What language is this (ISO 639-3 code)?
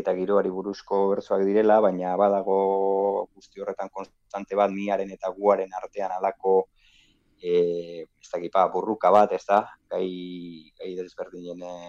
eus